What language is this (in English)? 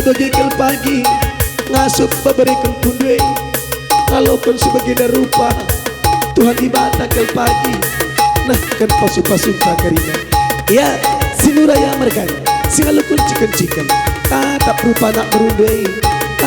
Batak Karo